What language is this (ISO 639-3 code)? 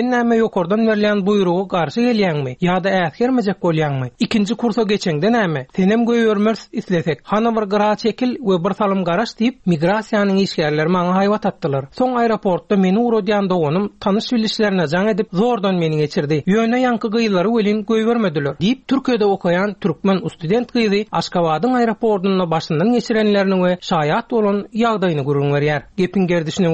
tuk